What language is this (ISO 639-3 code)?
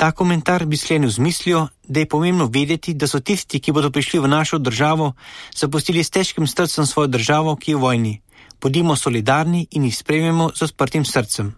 slv